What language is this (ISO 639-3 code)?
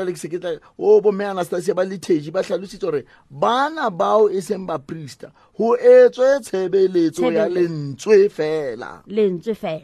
sot